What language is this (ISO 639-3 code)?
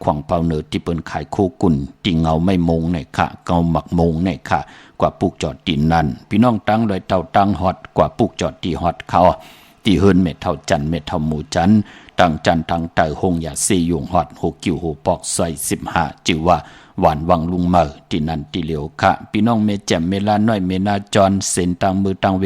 shn